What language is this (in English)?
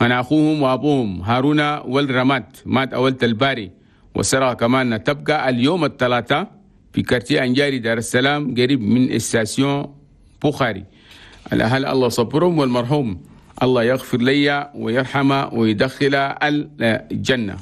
Chadian Arabic